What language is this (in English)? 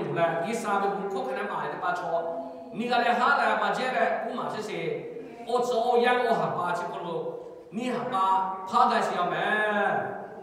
Lahu